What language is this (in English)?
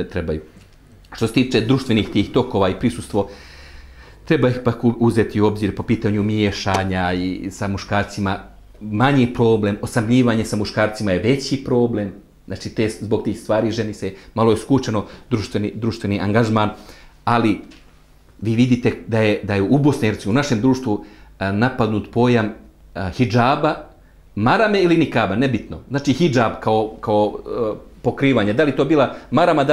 Bosnian